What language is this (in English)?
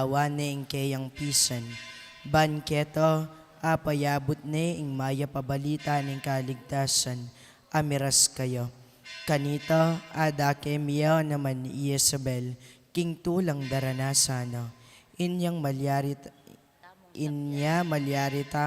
Pampanga